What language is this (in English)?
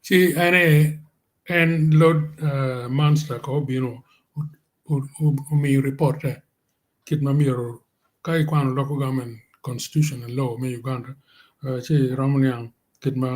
Acoli